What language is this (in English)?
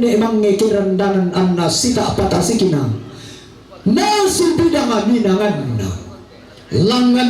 Toraja-Sa'dan